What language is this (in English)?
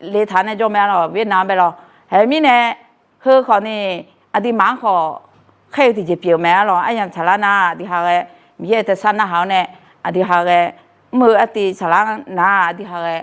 Akha